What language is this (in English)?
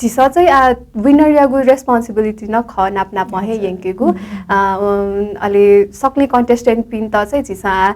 Newari